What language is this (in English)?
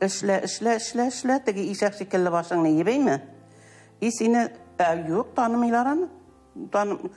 Tatar